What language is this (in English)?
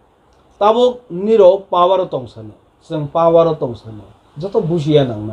Kok Borok